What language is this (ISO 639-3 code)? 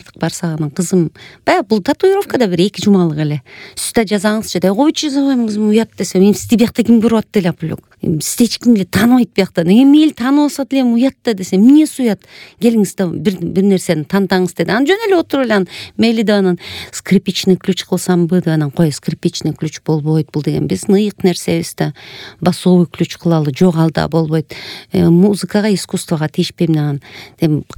kir